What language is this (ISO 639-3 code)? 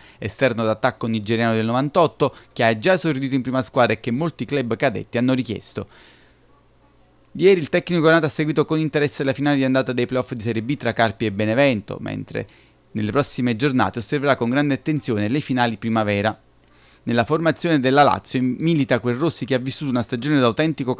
ita